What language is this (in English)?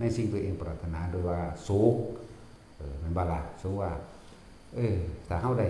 Northeastern Thai